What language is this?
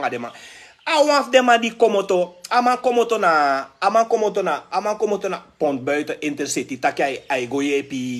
Sranan Tongo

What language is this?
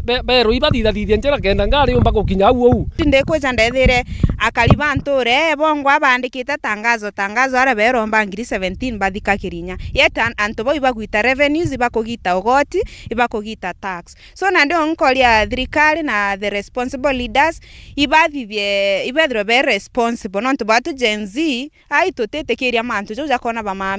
Meru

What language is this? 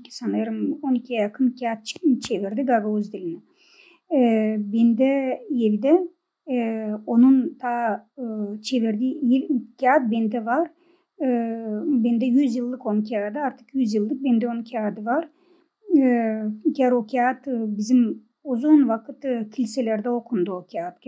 Gagauz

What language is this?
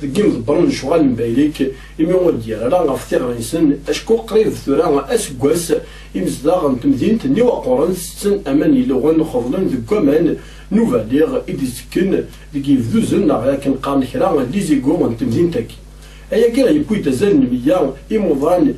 Kabyle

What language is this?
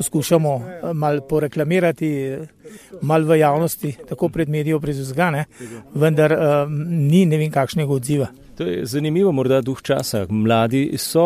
Slovenian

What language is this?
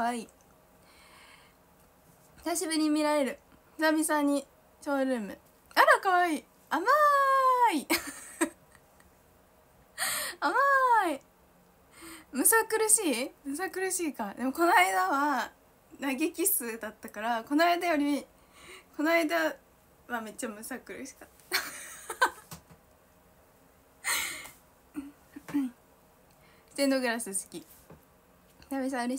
Japanese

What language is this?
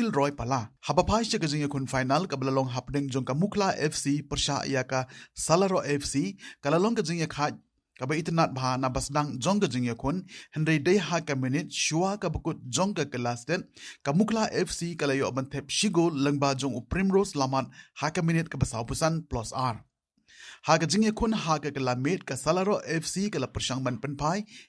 Khasi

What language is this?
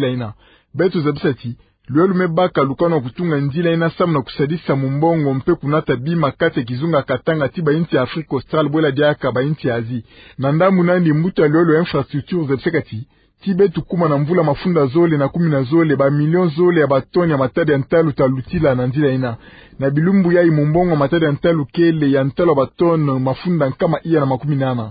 Kituba (Democratic Republic of Congo)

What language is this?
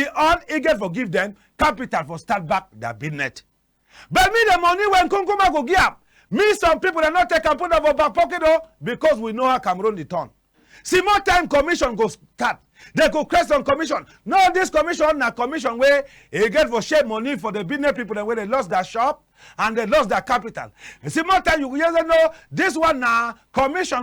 Cameroon Pidgin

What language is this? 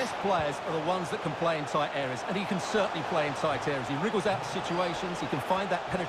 English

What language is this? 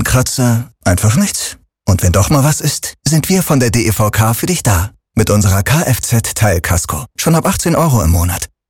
German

